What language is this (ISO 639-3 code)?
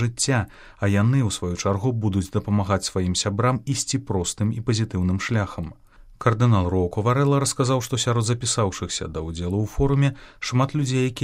bel